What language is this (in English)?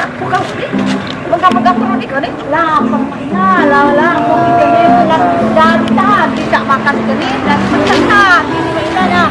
Musi